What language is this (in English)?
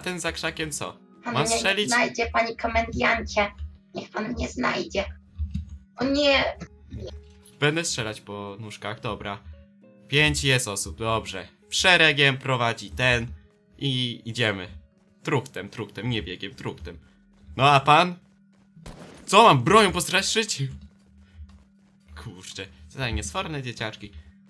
Polish